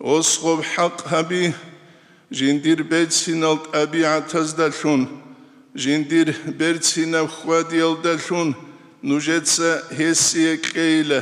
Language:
Avaric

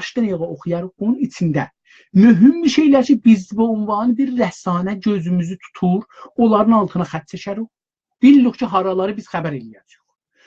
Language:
South Azerbaijani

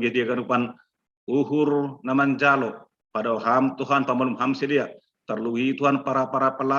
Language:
Batak Simalungun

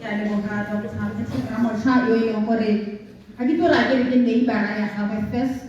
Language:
Tswana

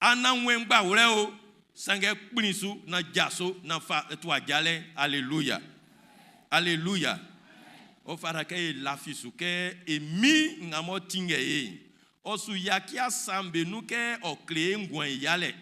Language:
Baoulé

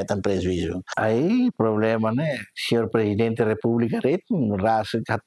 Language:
Tetum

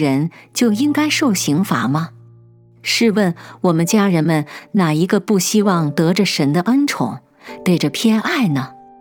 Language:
Chinese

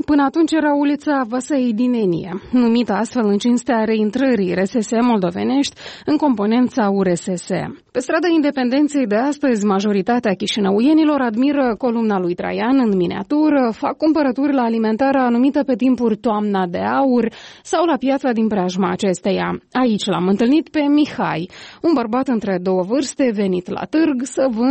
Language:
Romanian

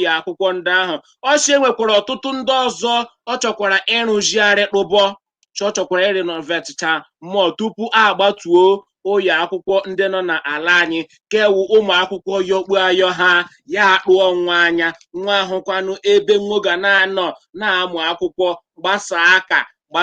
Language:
Igbo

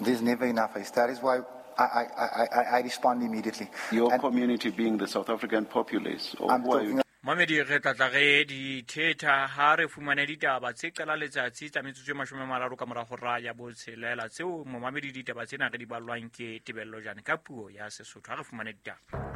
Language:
Southern Sotho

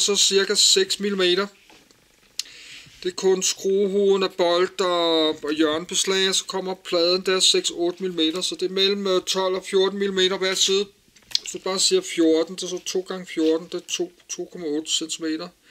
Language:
Danish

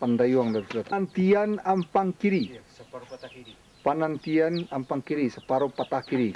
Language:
Minangkabau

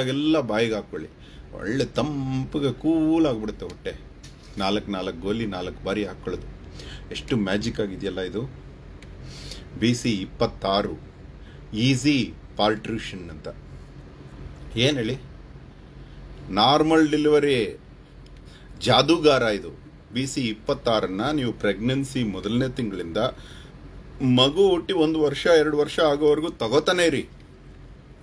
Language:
Kannada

